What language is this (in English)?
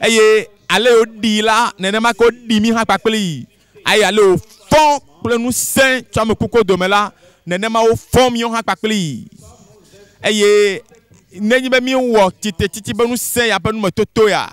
Ewe